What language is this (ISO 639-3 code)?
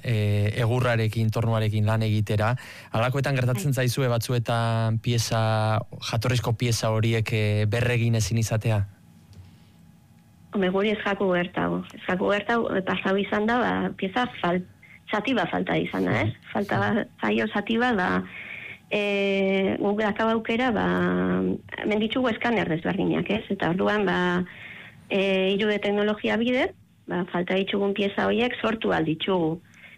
eus